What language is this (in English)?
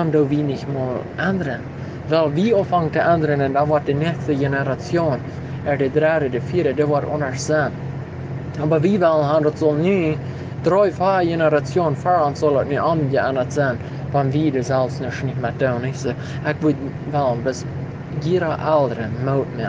Plautdietsch